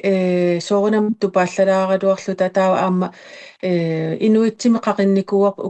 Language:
Kalaallisut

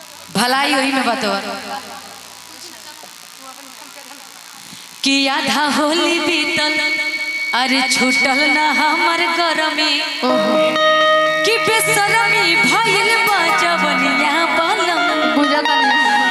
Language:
Bhojpuri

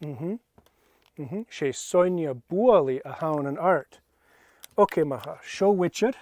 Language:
Scottish Gaelic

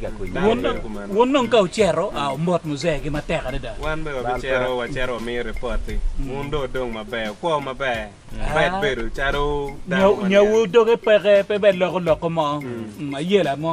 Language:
Acoli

